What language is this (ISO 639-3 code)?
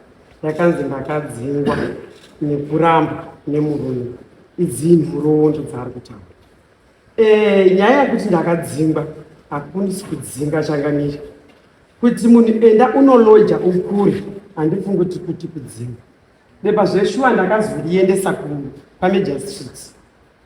sna